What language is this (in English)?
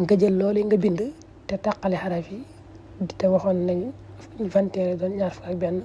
Wolof